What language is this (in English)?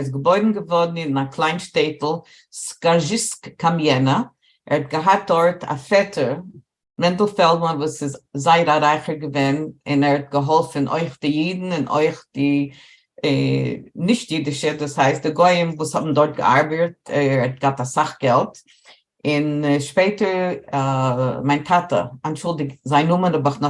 Yiddish